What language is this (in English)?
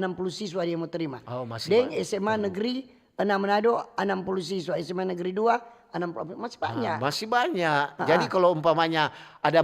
Manado Malay